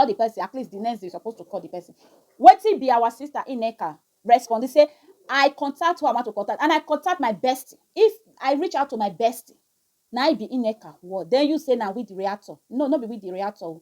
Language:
Nigerian Pidgin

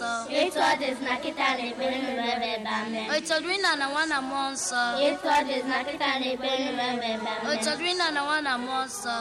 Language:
Igbo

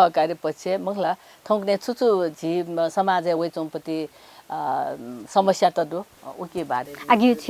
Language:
Newari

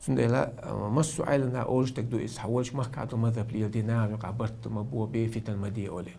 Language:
Chechen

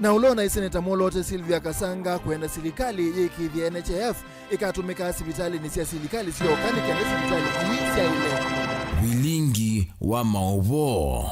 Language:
Kamba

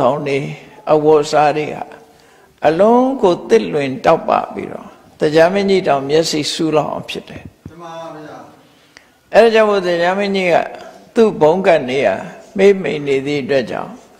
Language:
Burmese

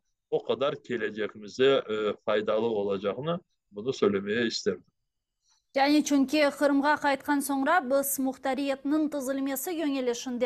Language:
Crimean Tatar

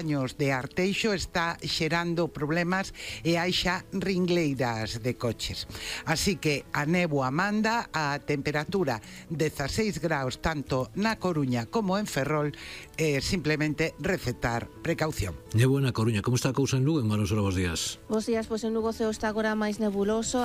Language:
Galician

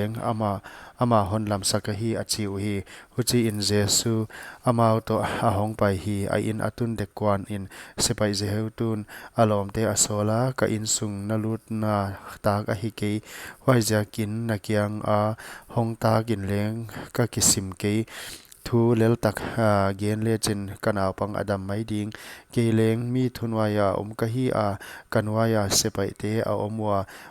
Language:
Paite Chin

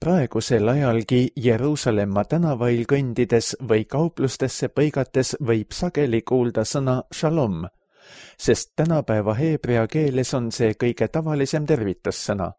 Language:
Estonian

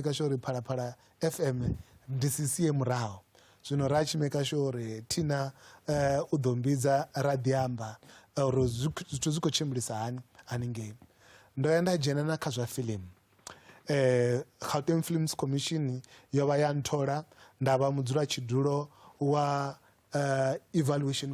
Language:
Venda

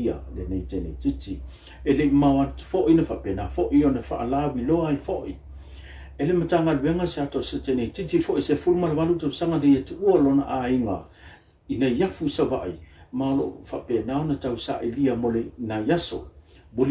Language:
Samoan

